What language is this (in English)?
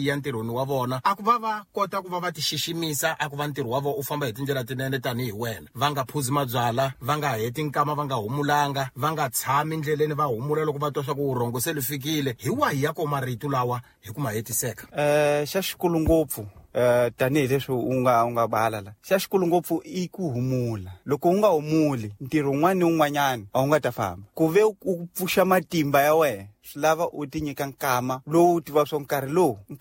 Tsonga